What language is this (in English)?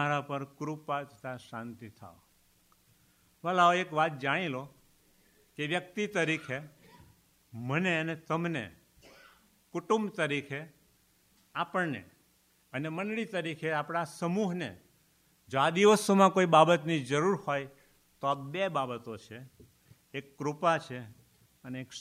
Gujarati